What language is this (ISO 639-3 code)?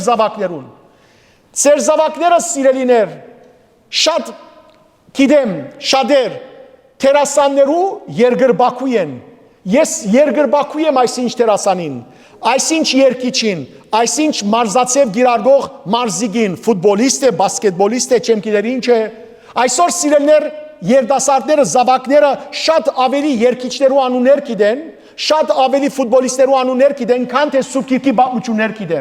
hyw